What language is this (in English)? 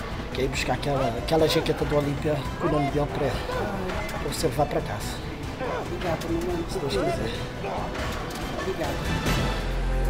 Portuguese